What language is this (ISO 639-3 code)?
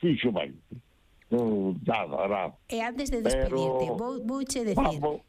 glg